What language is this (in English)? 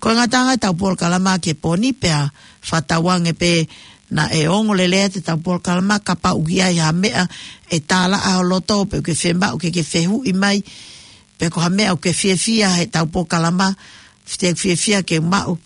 Tongan